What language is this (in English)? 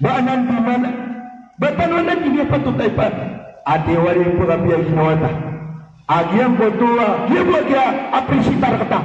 Maranao